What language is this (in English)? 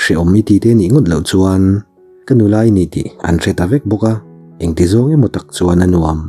Mizo